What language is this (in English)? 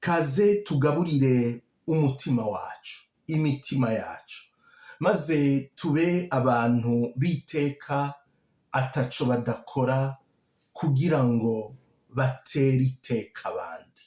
Rundi